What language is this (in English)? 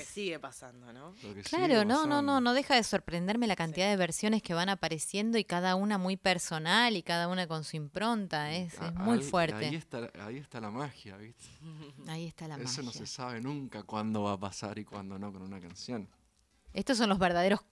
Spanish